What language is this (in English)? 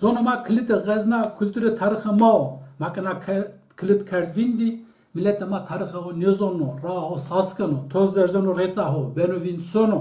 Zaza